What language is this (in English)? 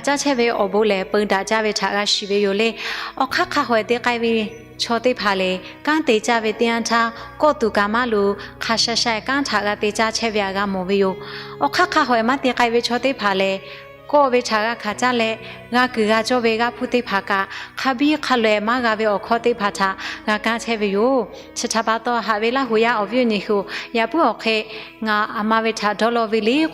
Lahu